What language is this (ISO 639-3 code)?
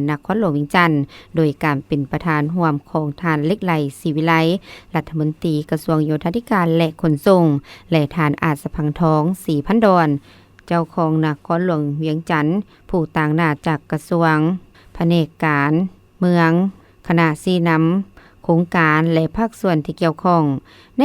lao